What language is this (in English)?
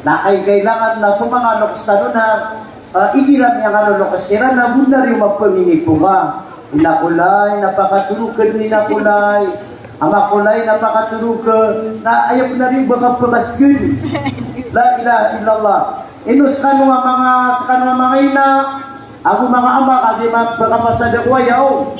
Maranao